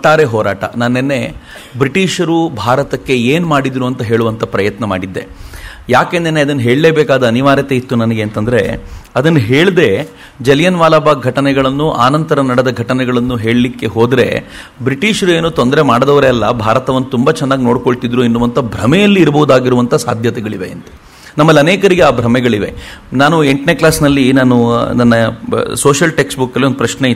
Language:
Kannada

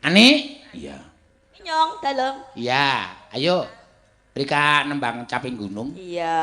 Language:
Javanese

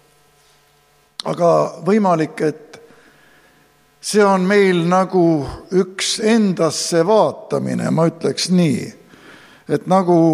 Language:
Estonian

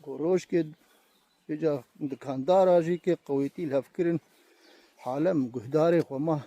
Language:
Kurdish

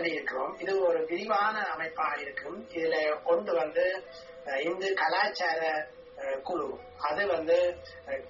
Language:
Tamil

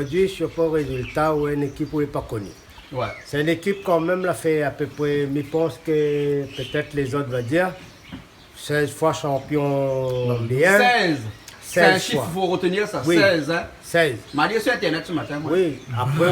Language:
Réunion Creole French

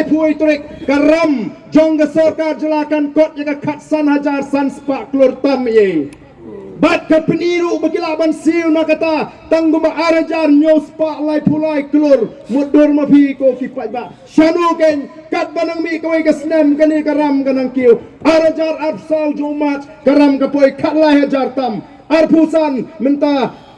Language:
Khasi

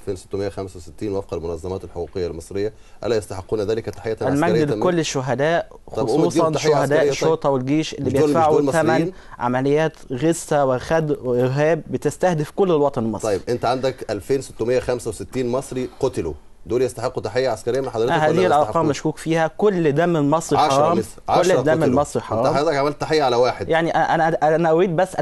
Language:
Egyptian Arabic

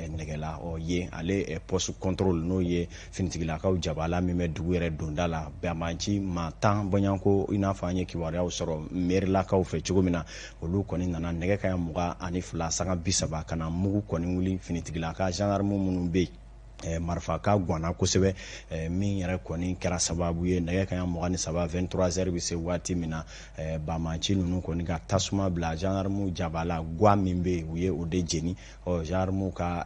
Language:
Bambara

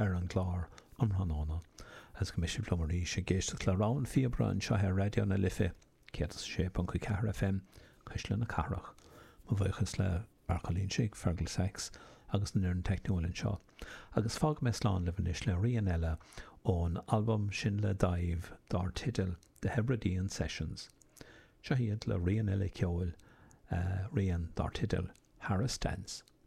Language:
Irish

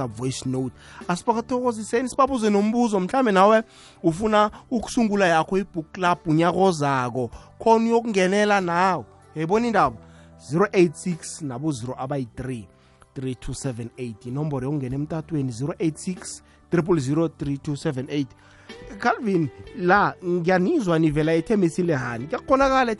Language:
South Ndebele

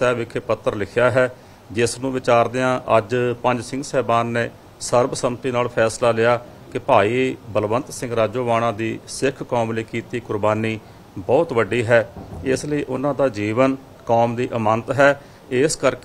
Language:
Punjabi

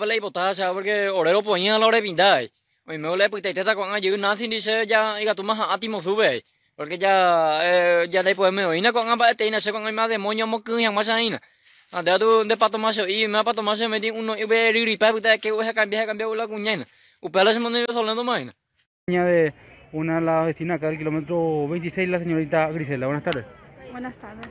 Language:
Guarani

